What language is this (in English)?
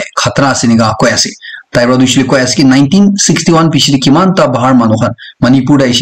Naga Pidgin